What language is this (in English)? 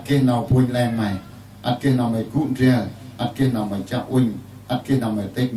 Central Mnong